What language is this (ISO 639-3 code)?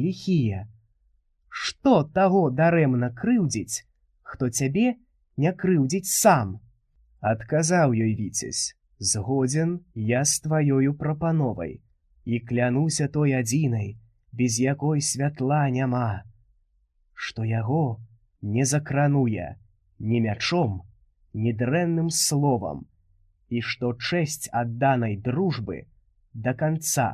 bel